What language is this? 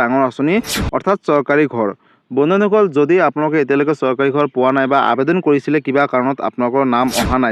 Assamese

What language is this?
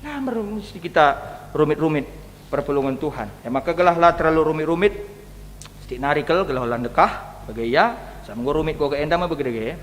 Batak Karo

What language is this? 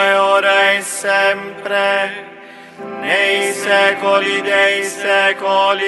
Italian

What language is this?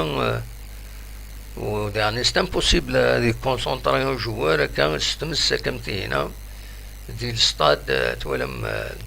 Kabyle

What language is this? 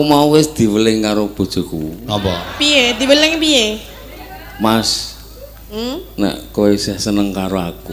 Javanese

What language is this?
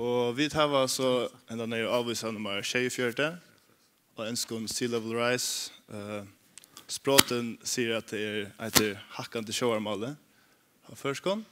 Faroese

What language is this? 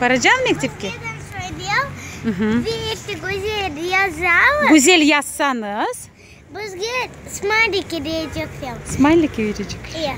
Crimean Tatar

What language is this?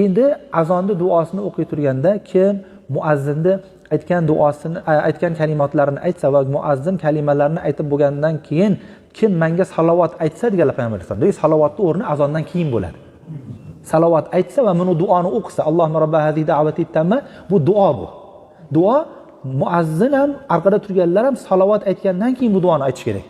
Uzbek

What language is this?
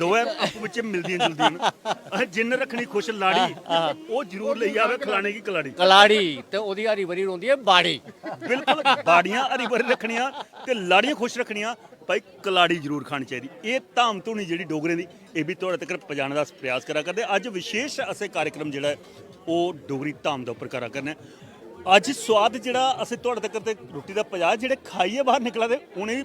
Dogri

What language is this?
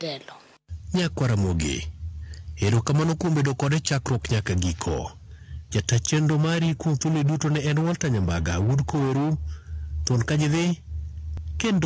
Luo (Kenya and Tanzania)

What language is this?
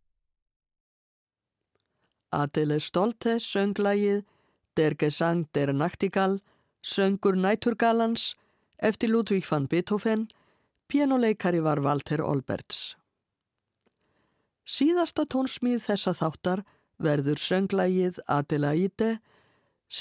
Icelandic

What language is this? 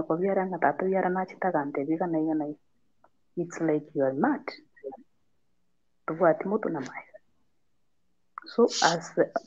Gusii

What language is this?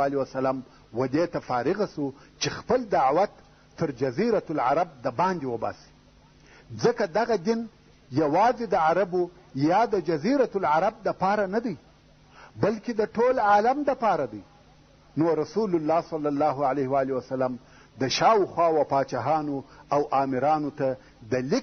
Pashto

